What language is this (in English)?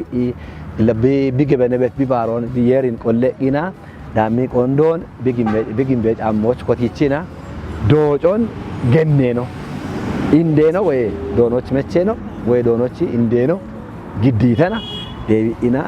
Kafa